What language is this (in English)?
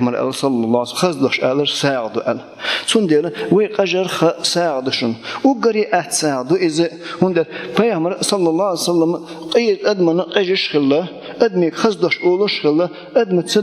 Chechen